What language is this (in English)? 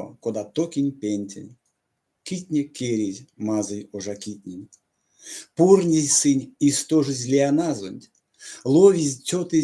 Erzya